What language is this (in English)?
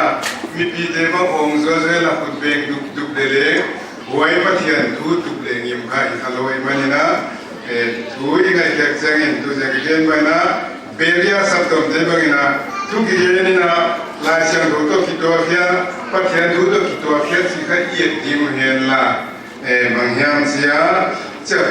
Paite Chin